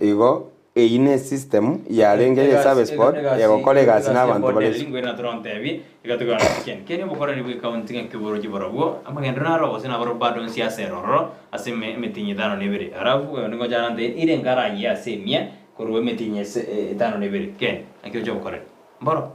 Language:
Gusii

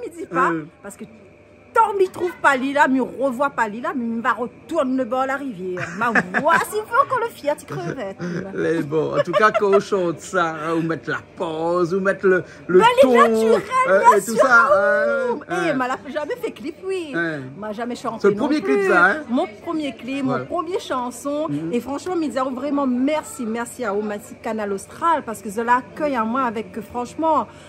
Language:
Réunion Creole French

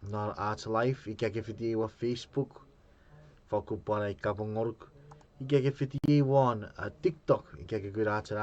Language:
Chuukese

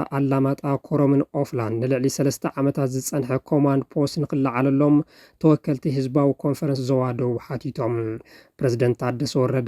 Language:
Tigrinya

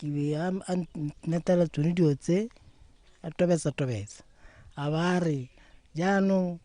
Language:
Tswana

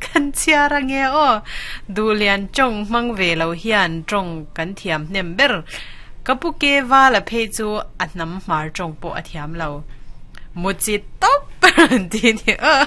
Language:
Mizo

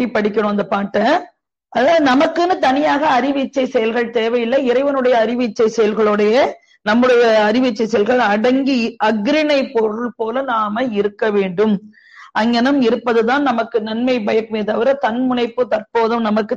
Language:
Tamil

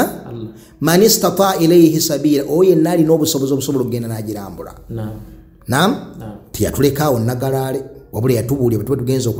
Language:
Ganda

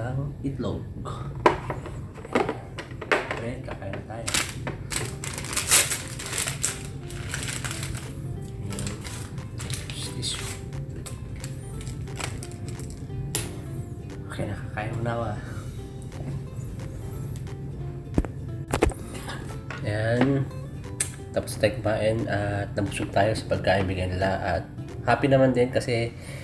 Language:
Filipino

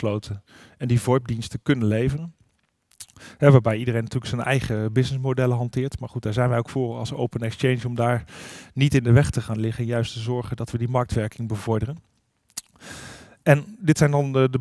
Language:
Dutch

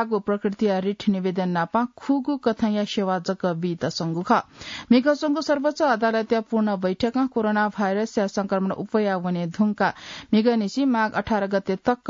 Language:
Newari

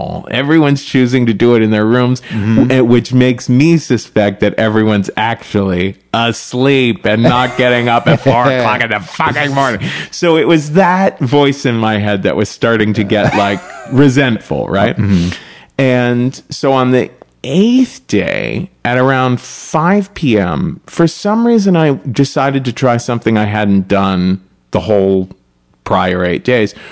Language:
English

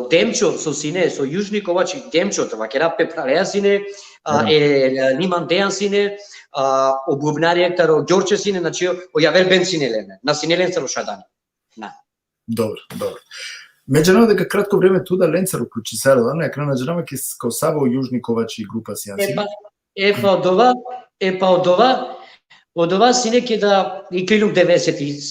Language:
Balkan Romani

